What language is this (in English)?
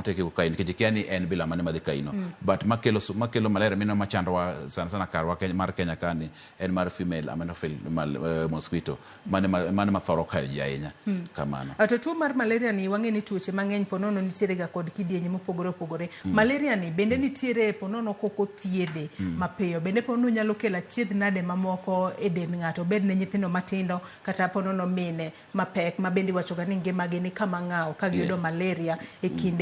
Luo (Kenya and Tanzania)